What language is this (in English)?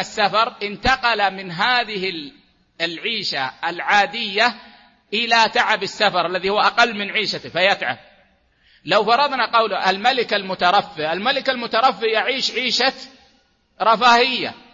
Arabic